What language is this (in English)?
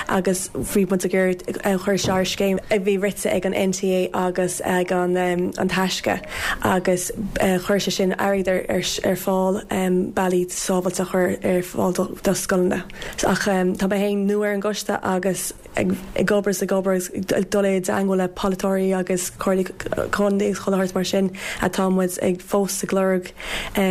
Irish